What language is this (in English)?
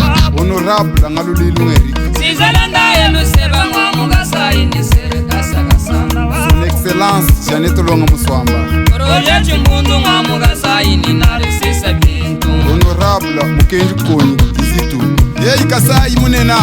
Luba-Lulua